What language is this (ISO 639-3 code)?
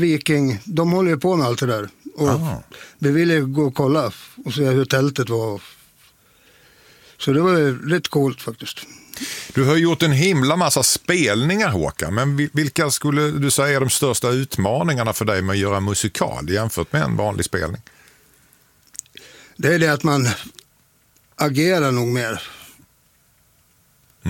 swe